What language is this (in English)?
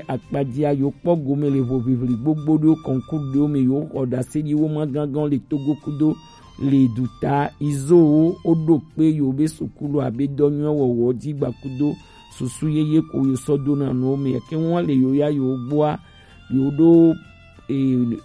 Gen